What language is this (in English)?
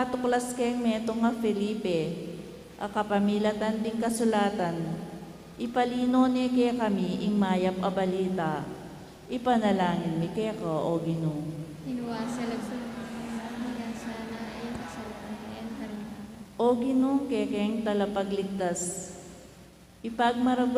Pampanga